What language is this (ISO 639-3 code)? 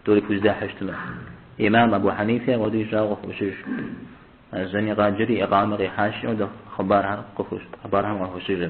kbd